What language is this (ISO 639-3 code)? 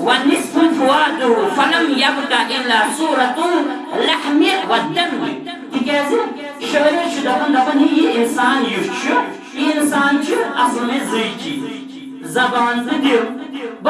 kas